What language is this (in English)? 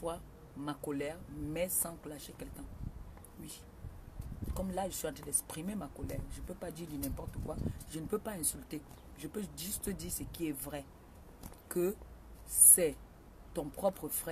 French